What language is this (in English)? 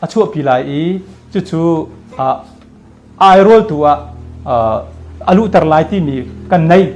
Hakha Chin